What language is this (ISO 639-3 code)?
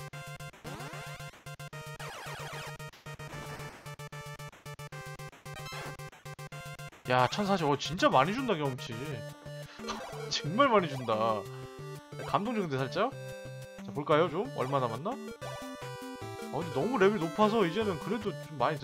kor